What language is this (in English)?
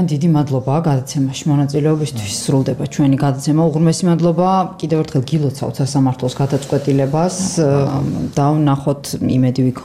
Georgian